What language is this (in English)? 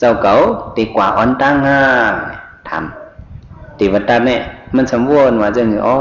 Shan